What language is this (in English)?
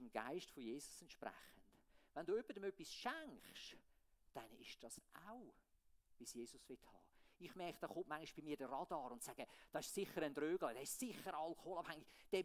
Swiss German